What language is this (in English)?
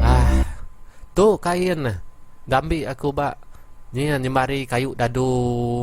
Iban